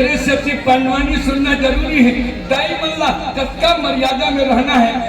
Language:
Chhattisgarhi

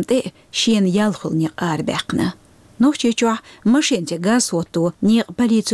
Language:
Chechen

